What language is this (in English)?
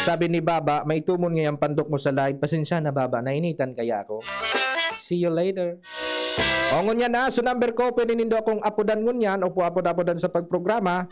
Bikol